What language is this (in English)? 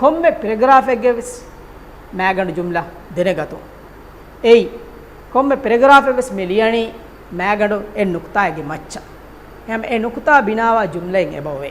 Divehi